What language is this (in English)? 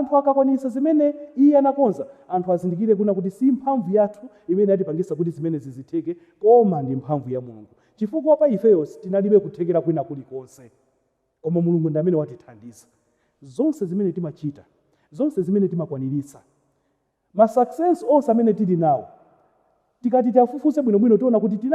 Nyanja